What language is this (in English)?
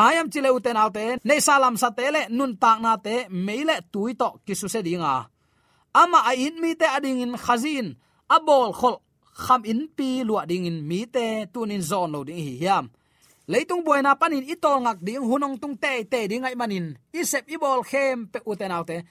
Tedim Chin